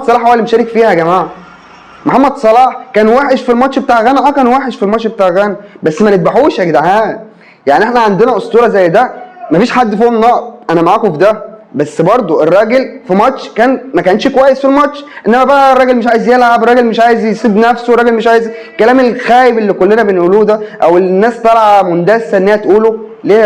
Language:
Egyptian Arabic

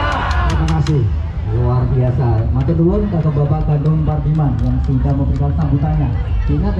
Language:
Indonesian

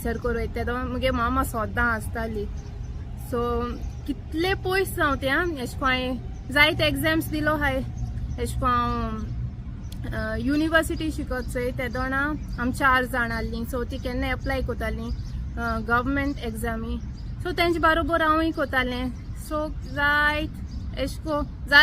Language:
Konkani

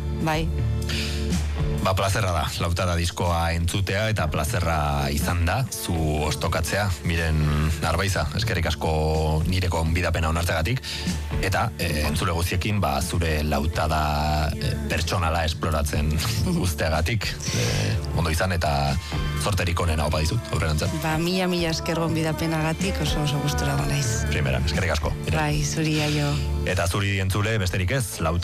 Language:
Basque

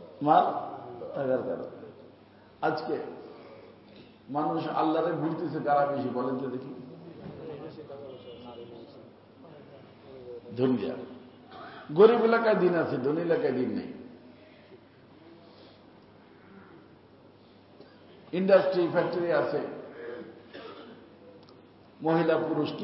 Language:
Bangla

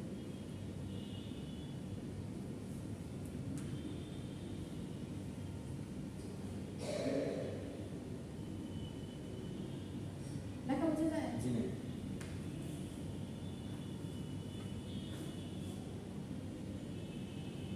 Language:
Bangla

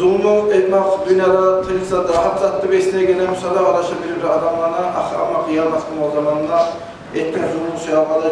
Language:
Kumyk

